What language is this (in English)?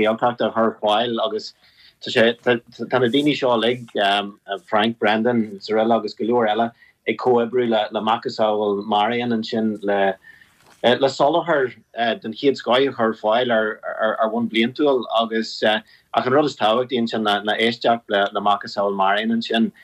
Irish